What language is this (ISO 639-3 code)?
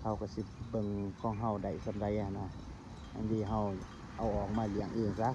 tts